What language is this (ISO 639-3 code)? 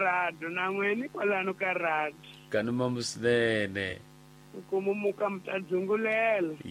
tso